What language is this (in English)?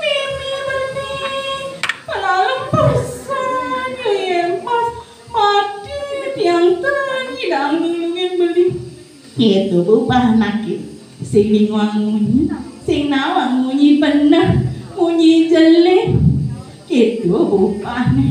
Balinese